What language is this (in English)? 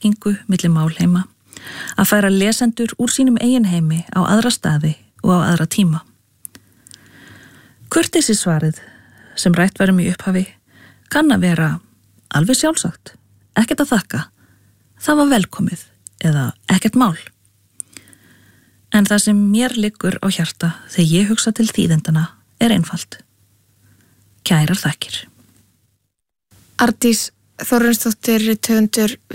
Icelandic